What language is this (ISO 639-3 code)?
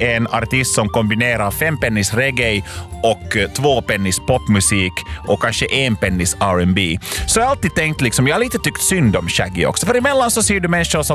swe